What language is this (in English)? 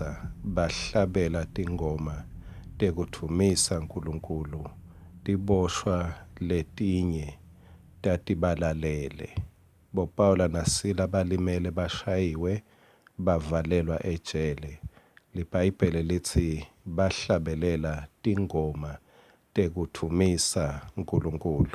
Swati